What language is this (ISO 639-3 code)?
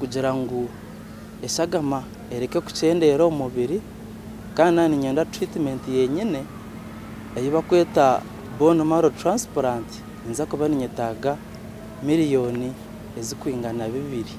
nyn